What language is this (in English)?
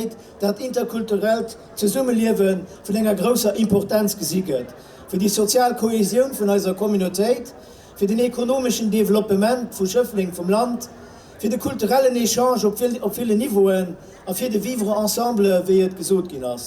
Luxembourgish